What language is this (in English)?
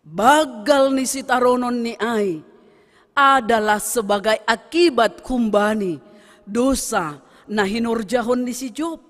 Batak Simalungun